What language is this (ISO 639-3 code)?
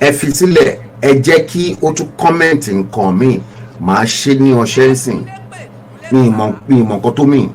yor